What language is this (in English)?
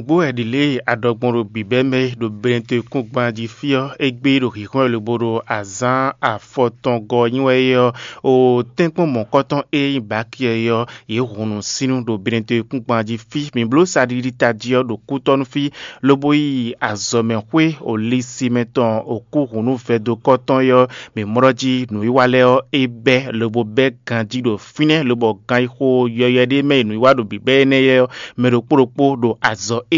Fon